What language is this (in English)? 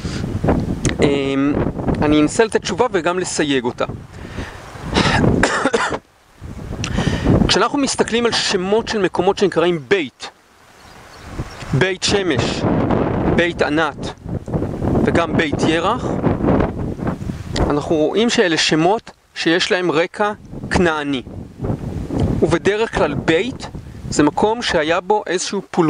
Hebrew